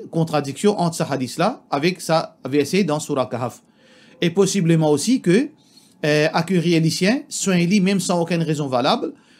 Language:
Morisyen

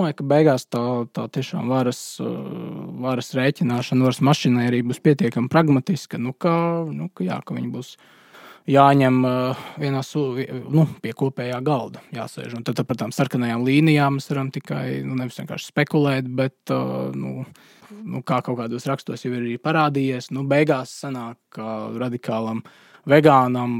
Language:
Latvian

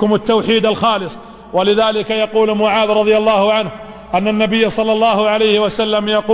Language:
Arabic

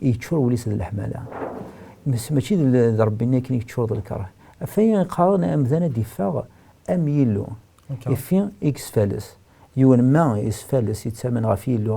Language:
Kabyle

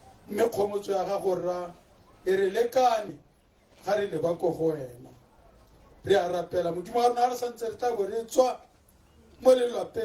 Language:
Tswana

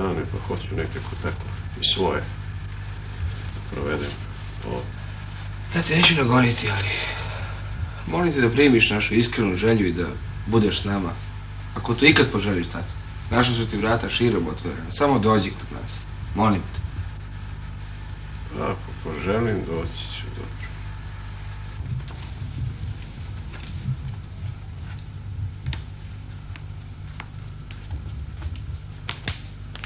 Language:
Croatian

